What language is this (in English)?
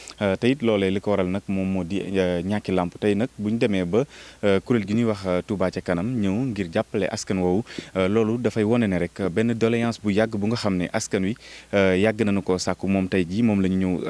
Wolof